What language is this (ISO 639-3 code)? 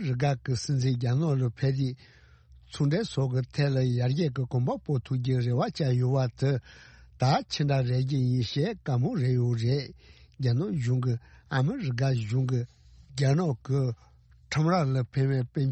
bod